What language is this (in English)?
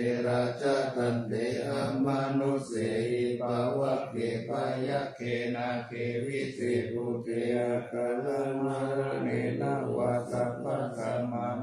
Pali